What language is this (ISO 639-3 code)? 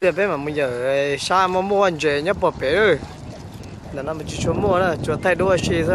hmn